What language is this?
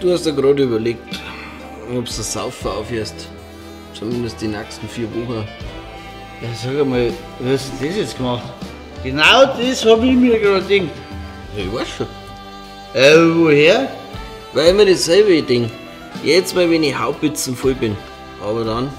Bavarian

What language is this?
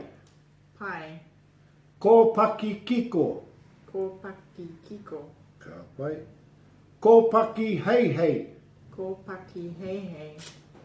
Māori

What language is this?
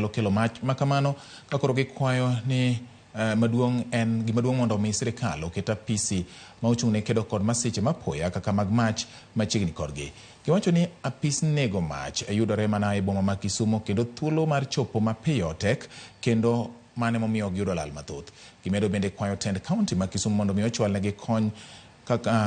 Luo (Kenya and Tanzania)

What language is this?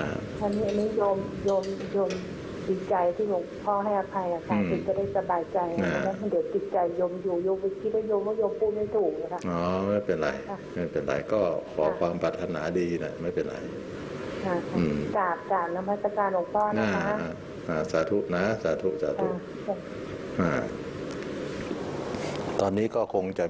Thai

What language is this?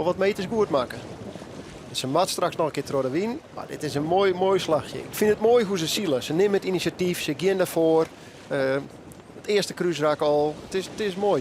Western Frisian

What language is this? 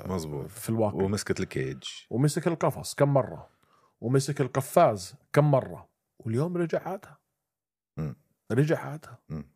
North Levantine Arabic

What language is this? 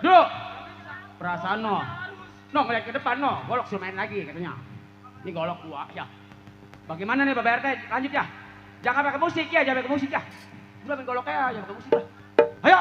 Betawi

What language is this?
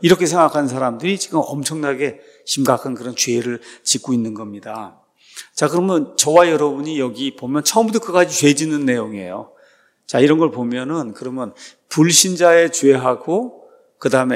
Korean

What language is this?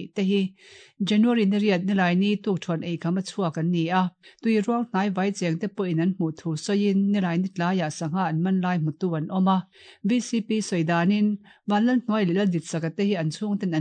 Mizo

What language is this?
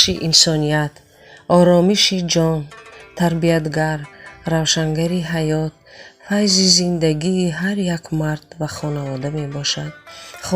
Tajik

